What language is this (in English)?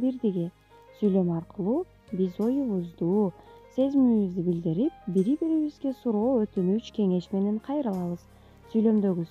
Kyrgyz